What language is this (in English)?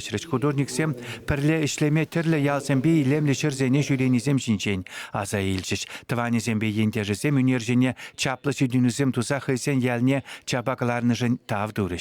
Chuvash